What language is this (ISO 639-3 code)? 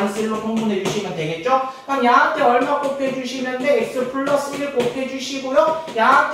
kor